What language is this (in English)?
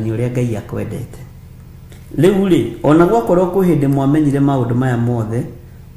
Kikuyu